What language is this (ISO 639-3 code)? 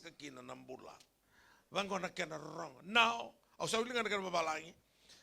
fij